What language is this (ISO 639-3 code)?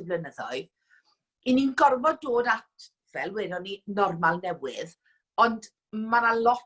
cym